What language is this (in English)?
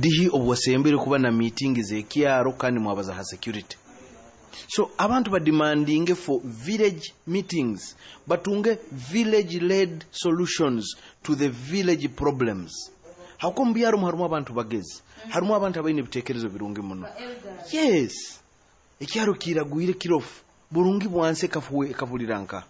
Nyoro